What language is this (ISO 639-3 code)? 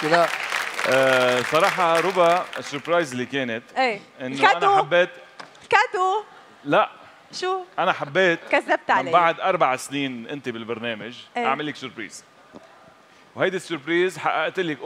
apc